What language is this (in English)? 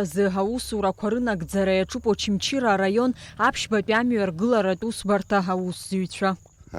Abkhazian